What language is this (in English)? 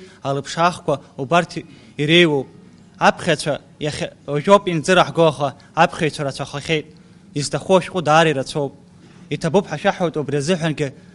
Abkhazian